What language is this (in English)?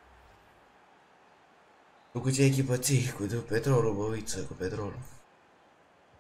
Romanian